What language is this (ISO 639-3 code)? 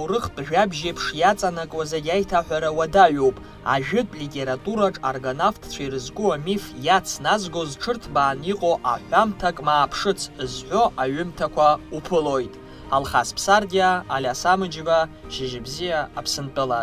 abk